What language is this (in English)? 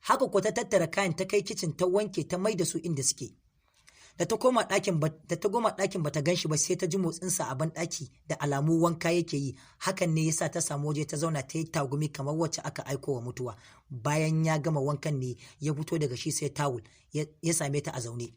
Hausa